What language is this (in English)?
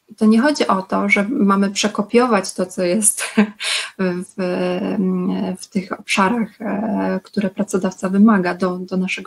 Polish